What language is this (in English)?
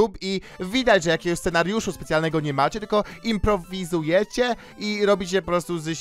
Polish